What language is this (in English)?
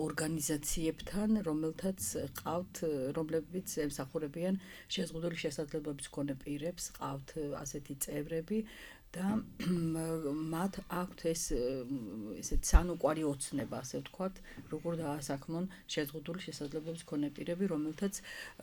Georgian